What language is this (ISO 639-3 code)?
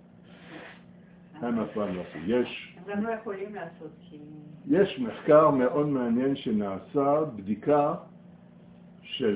heb